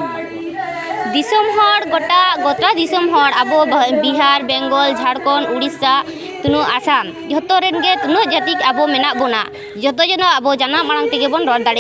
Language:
Santali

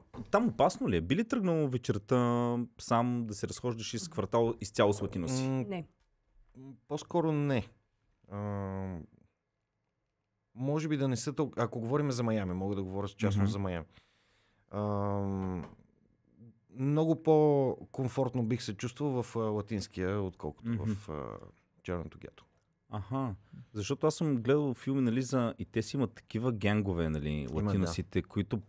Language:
Bulgarian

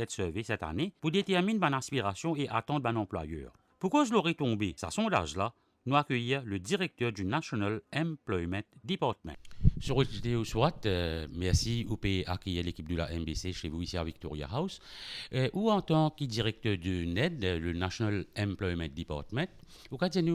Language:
Morisyen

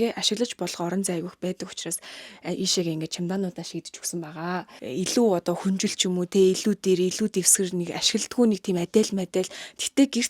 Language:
Mongolian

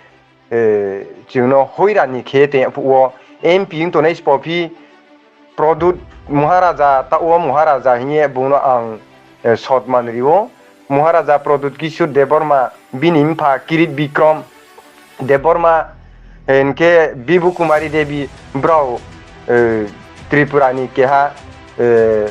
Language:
Riang (India)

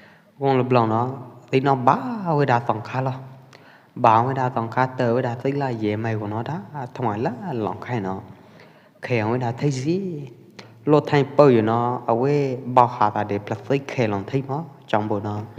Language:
Pwo Eastern Karen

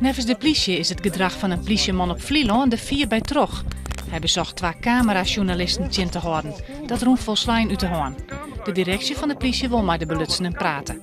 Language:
Western Frisian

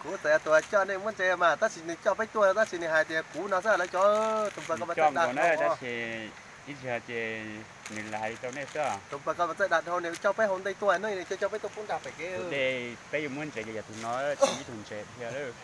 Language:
Hmong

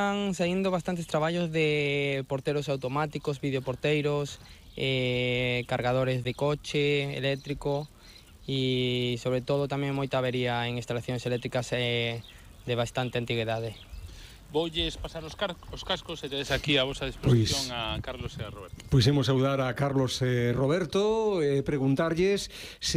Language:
Galician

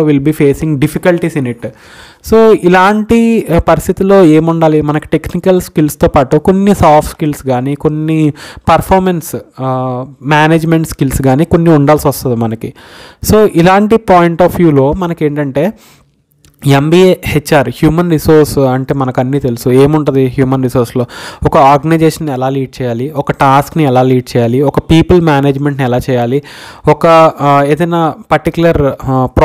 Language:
Telugu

